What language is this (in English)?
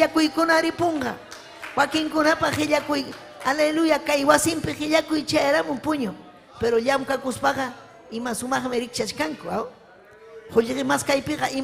Ayacucho Quechua